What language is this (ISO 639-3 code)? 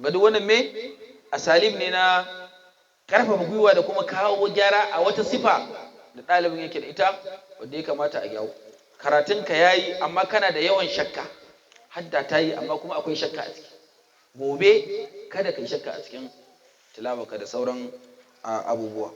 hau